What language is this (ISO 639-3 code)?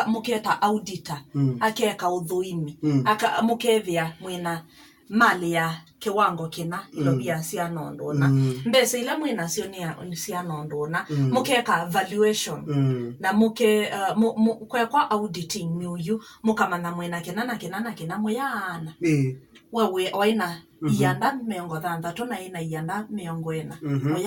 kam